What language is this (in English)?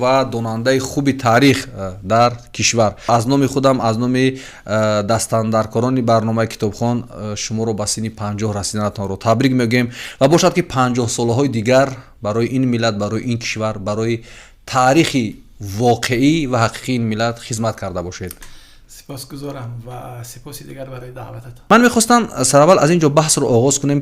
Tajik